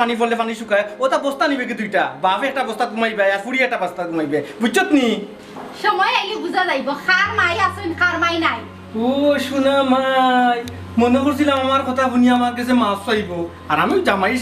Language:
Sylheti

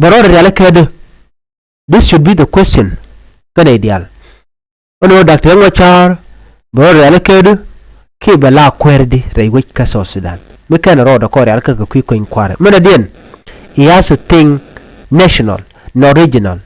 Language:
Nuer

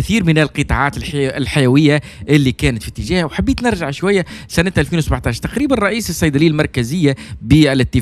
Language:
Tunisian Arabic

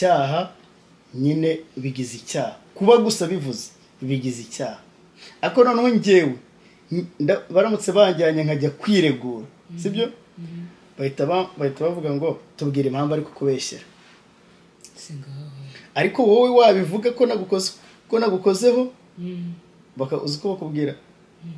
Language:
Kinyarwanda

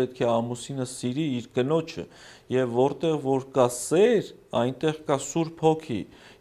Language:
Armenian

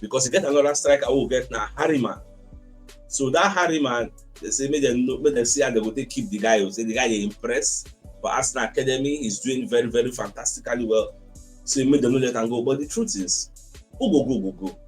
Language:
Nigerian Pidgin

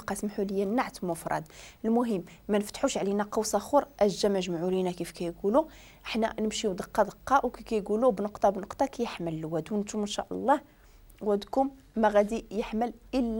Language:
Moroccan Arabic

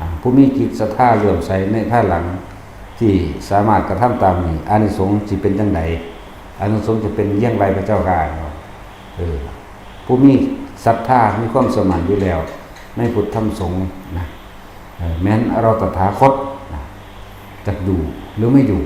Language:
Northeastern Thai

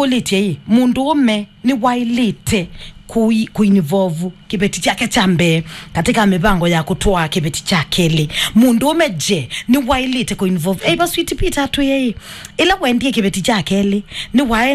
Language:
Kamba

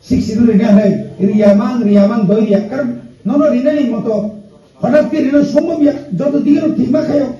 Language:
Kok Borok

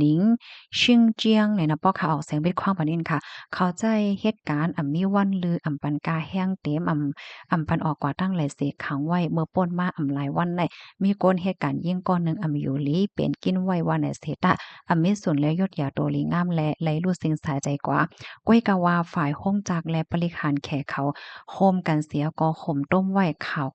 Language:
Shan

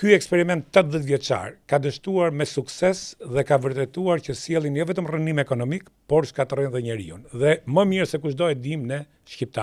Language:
Albanian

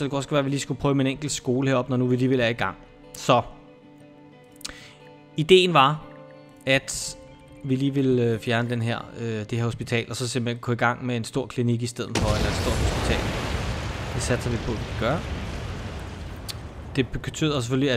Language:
Danish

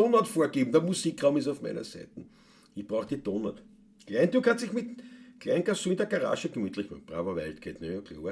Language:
Bavarian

